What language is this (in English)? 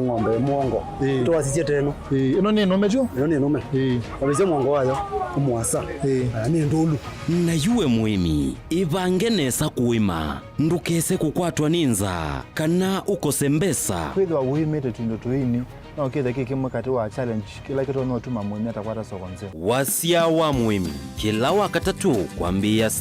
Kamba